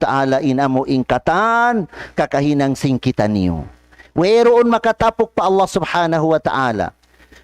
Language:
Tausug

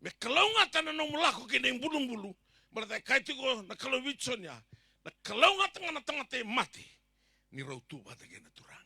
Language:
Fijian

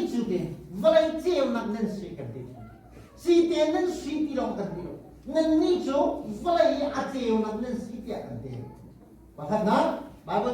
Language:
Hakha Chin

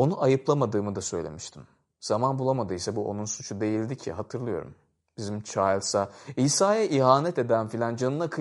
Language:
Turkish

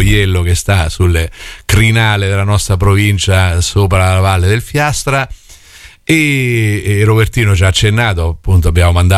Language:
Italian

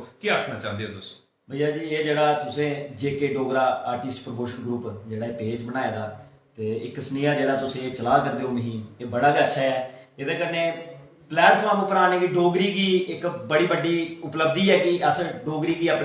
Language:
Dogri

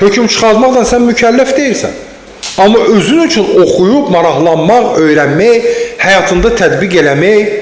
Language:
Azerbaijani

